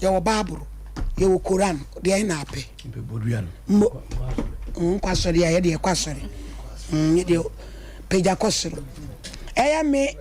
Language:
Akan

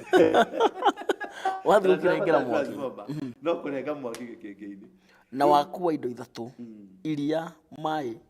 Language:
Kikuyu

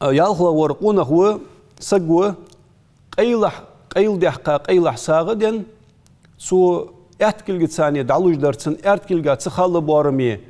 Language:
Ingush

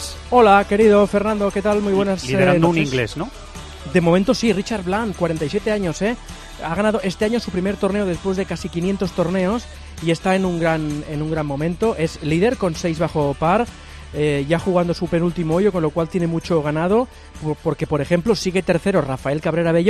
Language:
Spanish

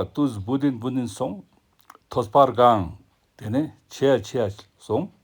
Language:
Ladakhi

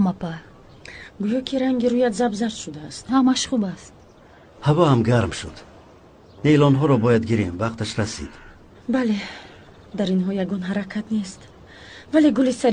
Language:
Tajik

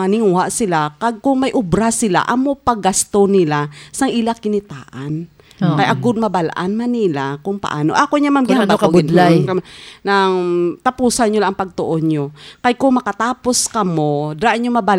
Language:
Hiligaynon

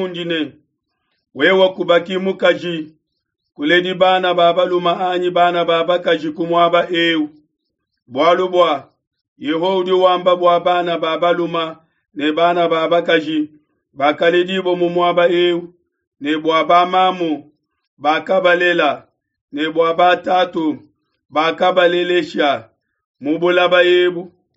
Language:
Luba-Lulua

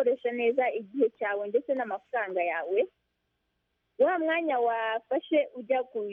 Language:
Kinyarwanda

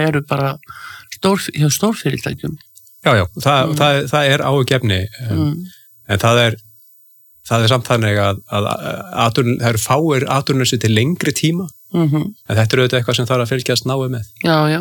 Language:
Icelandic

